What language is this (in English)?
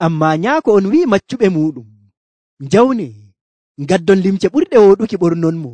Nigerian Fulfulde